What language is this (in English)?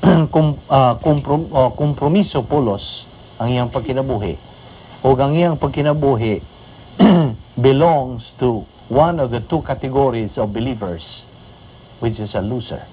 Cebuano